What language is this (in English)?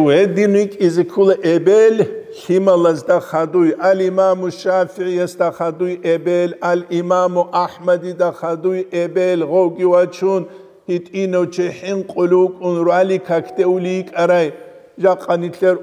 Avaric